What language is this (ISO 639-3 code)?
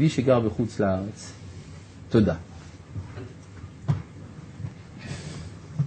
heb